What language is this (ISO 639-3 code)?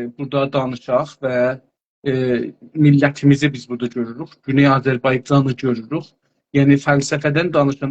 azb